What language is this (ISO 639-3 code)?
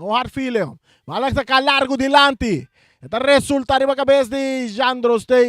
pap